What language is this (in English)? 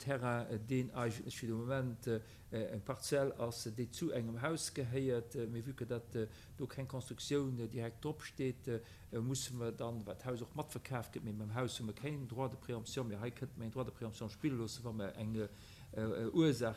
Luxembourgish